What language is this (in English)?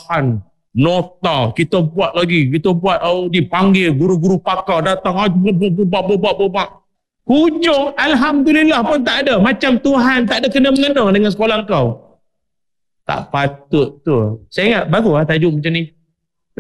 Malay